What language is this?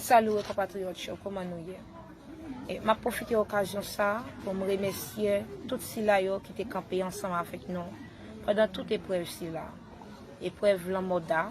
Haitian Creole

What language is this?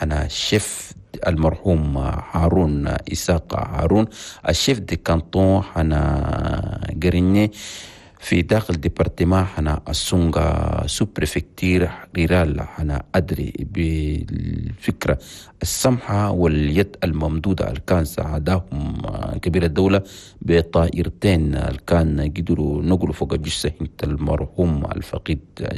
Chadian Arabic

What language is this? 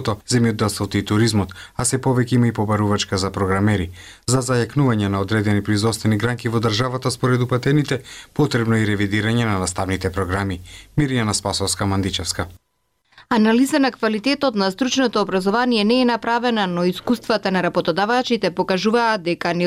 Macedonian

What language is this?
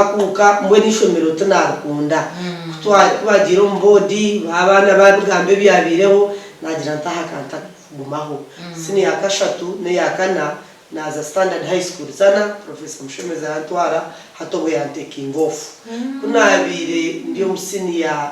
Nyankole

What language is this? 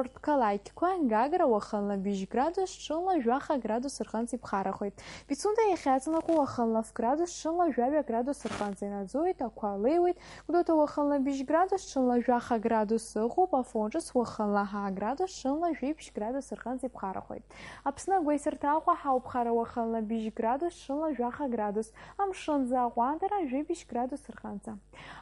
Abkhazian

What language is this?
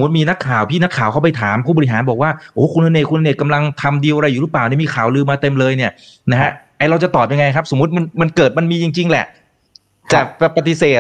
Thai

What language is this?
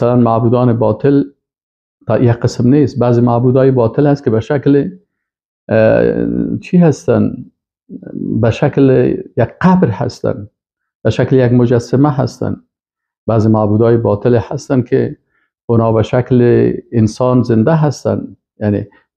Persian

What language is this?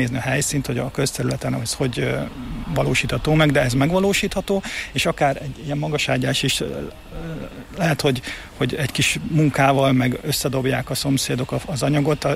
Hungarian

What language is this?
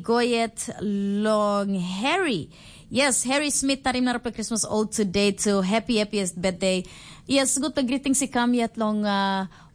Tok Pisin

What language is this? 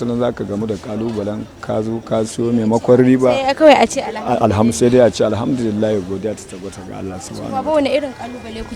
Hausa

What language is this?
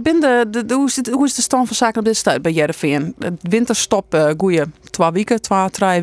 Western Frisian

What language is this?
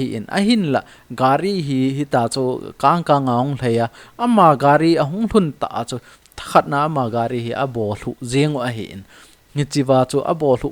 Thado Chin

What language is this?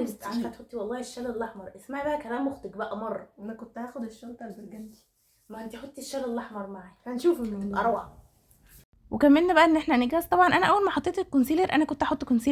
Egyptian Arabic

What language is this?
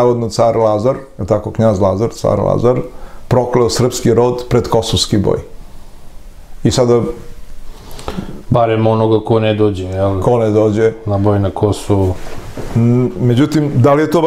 Serbian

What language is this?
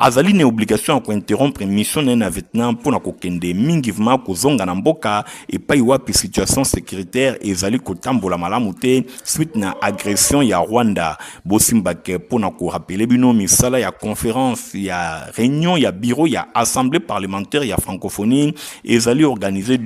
Lingala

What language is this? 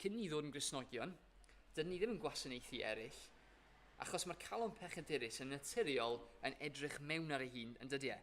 Welsh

